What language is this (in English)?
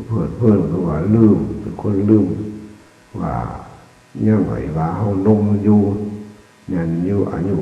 Northeastern Thai